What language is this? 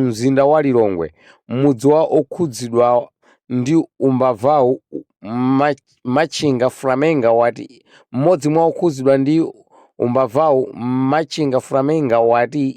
Nyanja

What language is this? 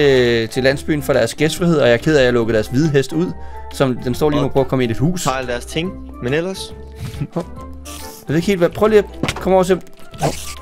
Danish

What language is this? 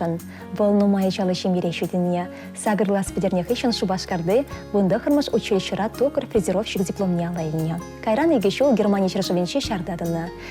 Chuvash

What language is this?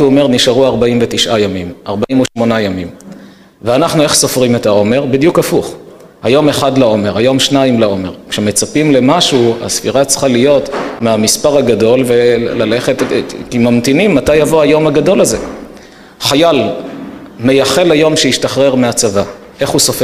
Hebrew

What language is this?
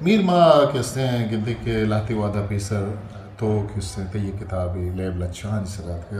Eastern Balochi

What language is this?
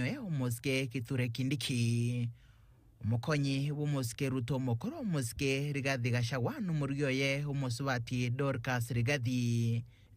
Gusii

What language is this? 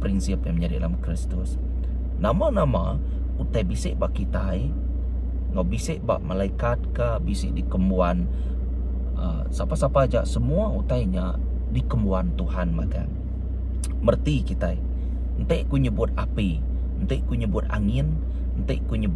Iban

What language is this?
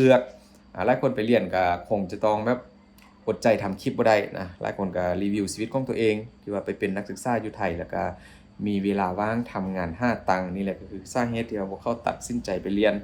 Lao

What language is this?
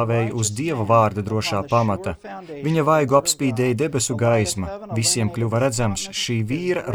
Latvian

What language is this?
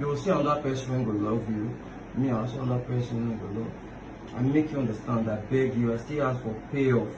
Nigerian Pidgin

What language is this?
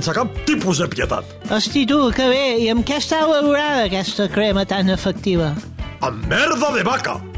Catalan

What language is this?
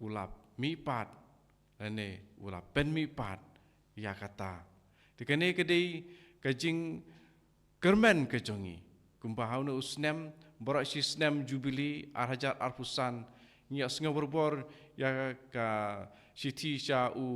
Khasi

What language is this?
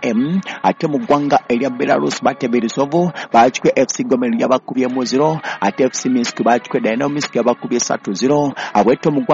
Ganda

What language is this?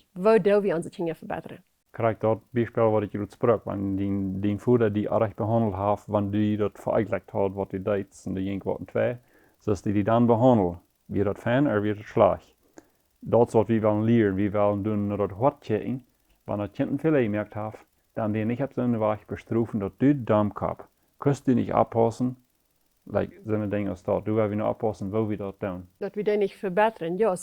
Plautdietsch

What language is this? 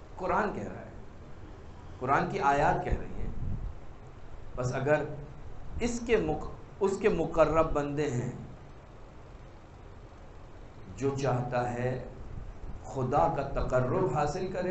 Urdu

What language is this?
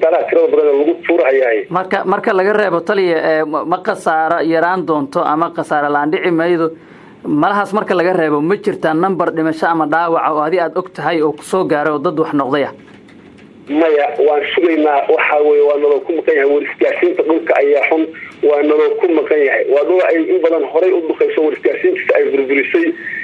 Somali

